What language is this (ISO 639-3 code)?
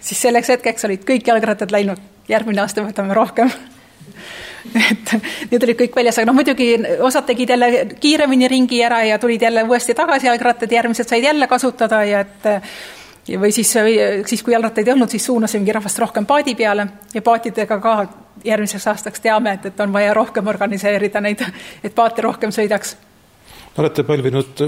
est